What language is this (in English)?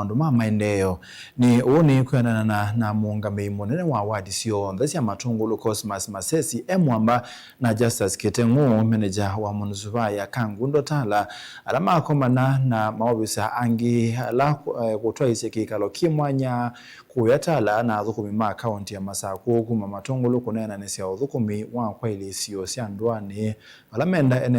Kamba